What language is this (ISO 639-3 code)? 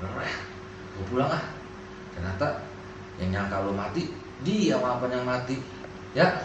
bew